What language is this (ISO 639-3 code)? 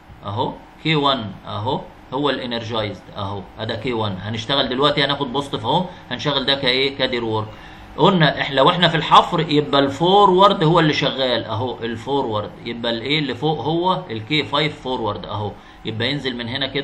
arz